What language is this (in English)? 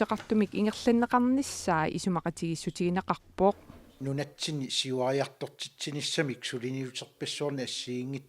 Kalaallisut